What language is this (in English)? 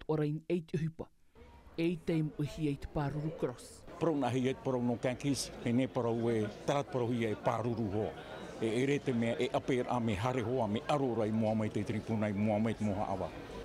Tahitian